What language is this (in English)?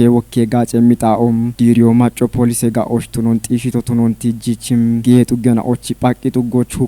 Kafa